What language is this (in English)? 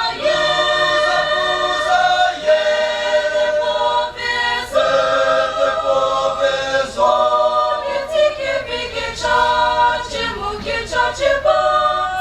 Chokri Naga